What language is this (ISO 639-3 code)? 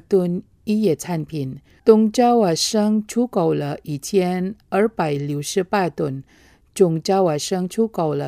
zho